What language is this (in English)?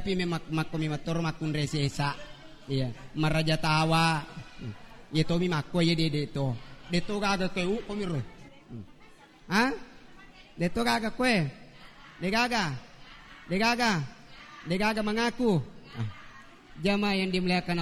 Buginese